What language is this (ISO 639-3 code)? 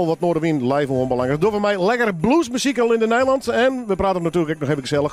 fry